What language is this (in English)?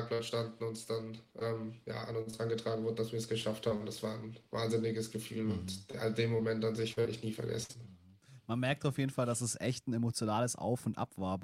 German